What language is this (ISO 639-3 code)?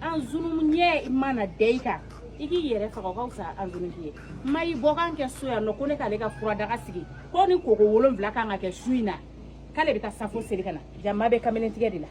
bam